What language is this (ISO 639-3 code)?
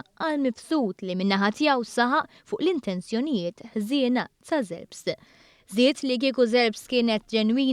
mlt